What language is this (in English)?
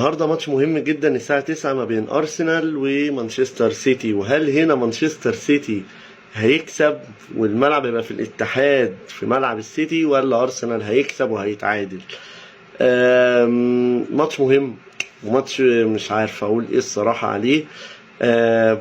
Egyptian Arabic